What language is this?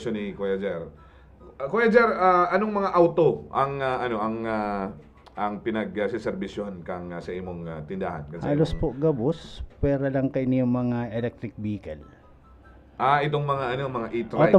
Bikol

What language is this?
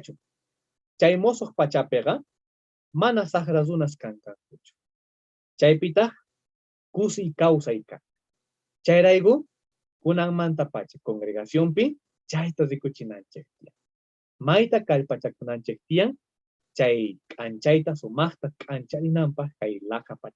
South Bolivian Quechua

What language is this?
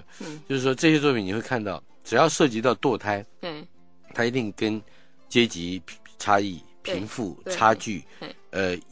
Chinese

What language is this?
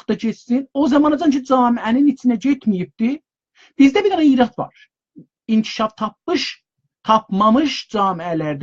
South Azerbaijani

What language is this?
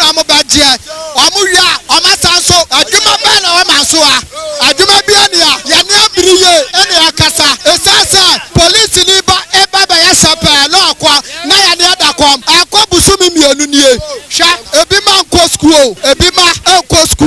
Akan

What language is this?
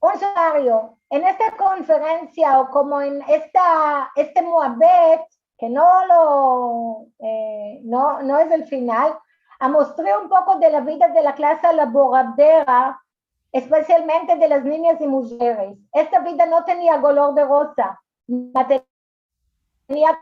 Ladino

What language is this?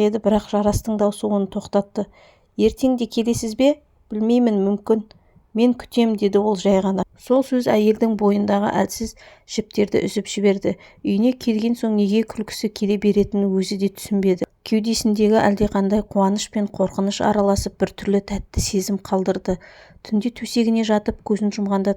Kazakh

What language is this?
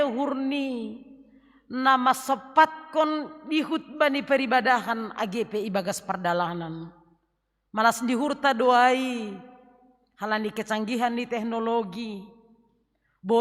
Batak Simalungun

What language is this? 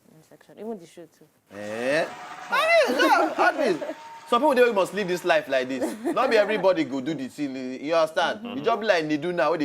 Nigerian Pidgin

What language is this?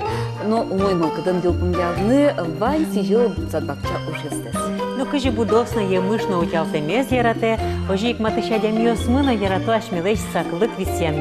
Udmurt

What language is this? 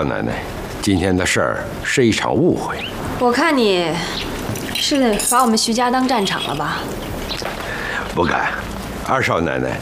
Chinese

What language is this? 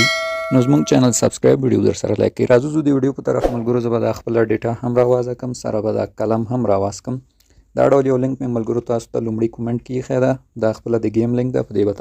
Pashto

